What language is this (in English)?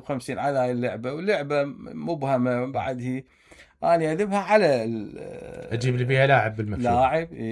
Mesopotamian Arabic